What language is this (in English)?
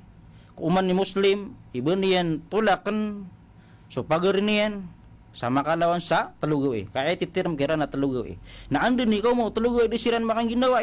Maranao